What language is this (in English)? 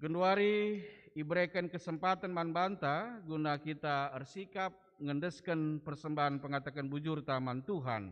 Batak Karo